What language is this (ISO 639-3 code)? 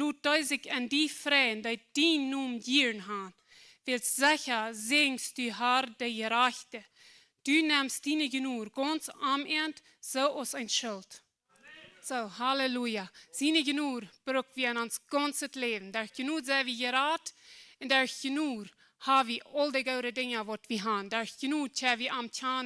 pdt